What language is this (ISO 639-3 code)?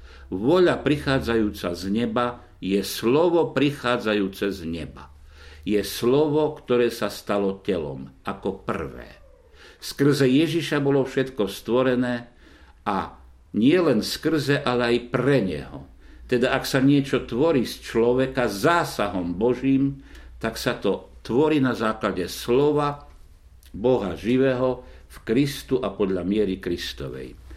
slk